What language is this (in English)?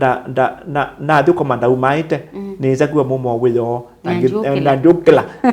Kamba